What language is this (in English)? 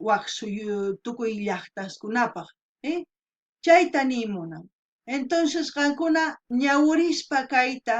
South Bolivian Quechua